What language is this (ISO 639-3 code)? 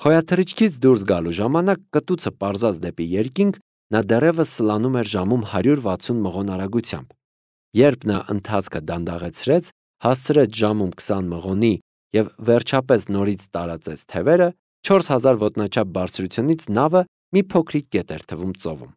hye